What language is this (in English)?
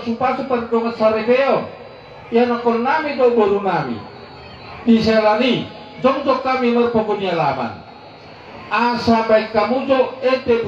Batak Toba